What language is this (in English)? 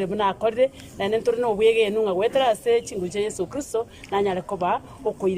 Gusii